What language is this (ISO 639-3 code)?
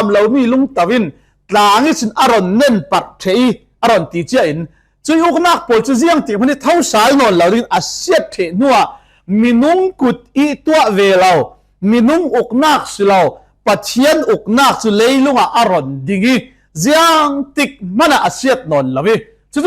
cfm